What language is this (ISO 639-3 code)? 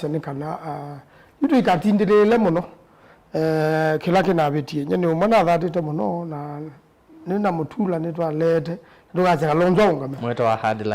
kam